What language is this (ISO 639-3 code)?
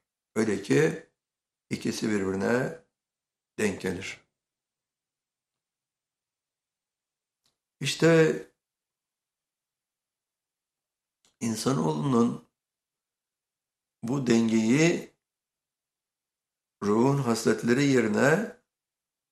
tur